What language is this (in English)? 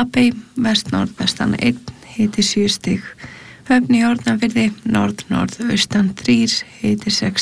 Icelandic